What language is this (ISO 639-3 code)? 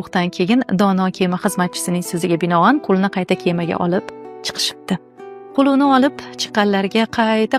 uzb